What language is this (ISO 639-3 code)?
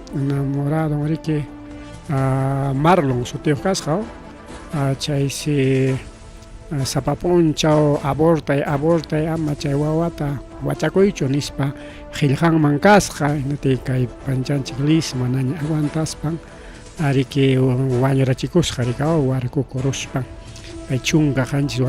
quy